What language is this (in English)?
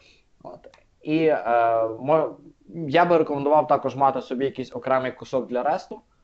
Ukrainian